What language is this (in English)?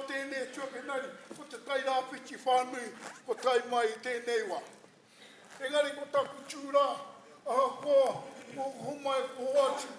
Māori